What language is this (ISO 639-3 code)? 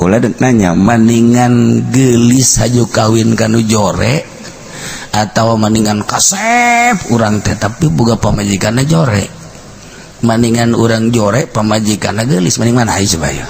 sun